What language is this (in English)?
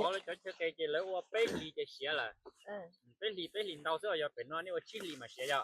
Hmong